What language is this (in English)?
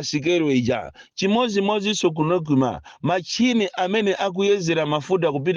Nyanja